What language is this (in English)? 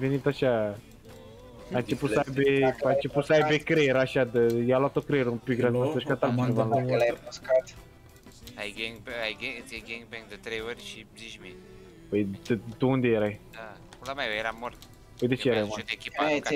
Romanian